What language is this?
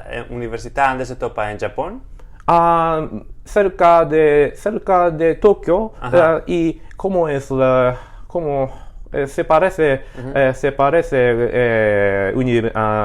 Ladino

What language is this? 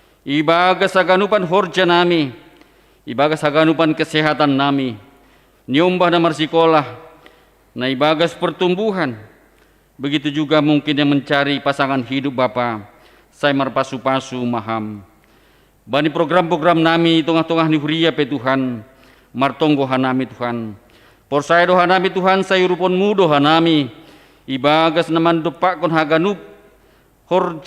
Batak Simalungun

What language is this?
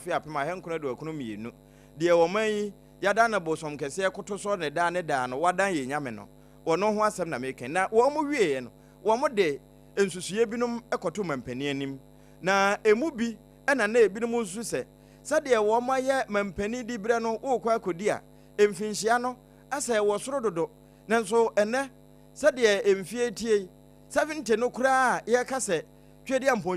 Akan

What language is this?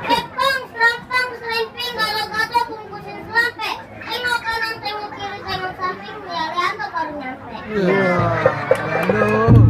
Betawi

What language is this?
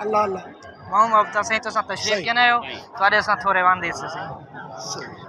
Saraiki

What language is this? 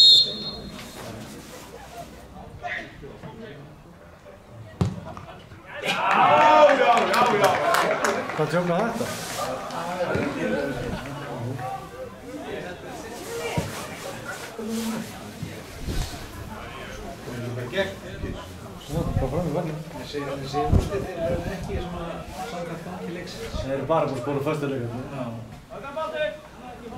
Icelandic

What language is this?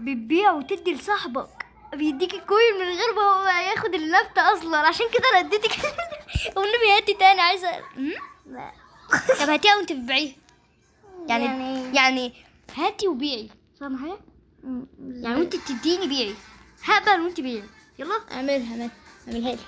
Egyptian Arabic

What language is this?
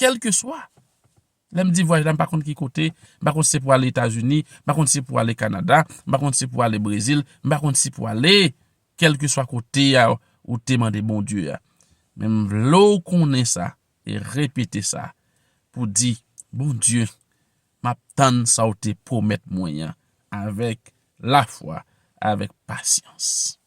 Haitian Creole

